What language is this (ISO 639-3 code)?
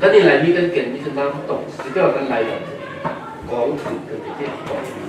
cfm